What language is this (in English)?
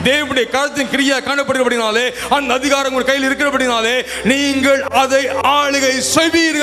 Tamil